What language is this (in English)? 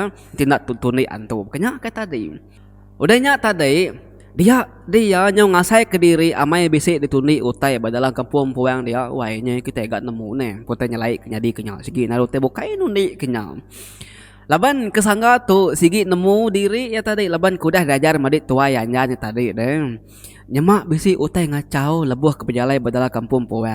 Iban